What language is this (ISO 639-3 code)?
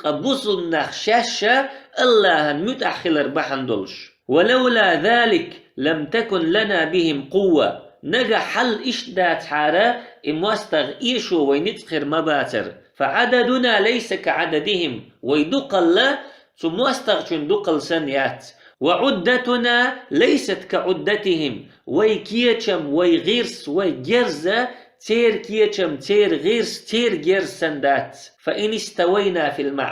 che